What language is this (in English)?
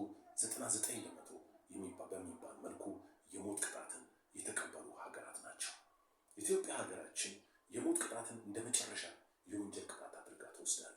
Amharic